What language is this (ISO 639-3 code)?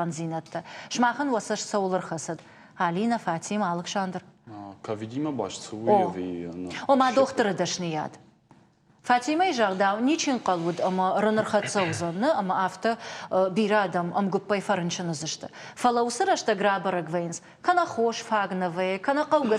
oss